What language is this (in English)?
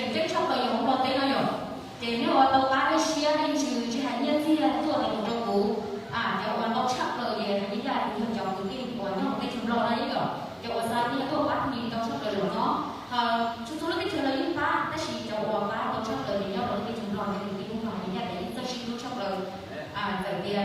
Hmong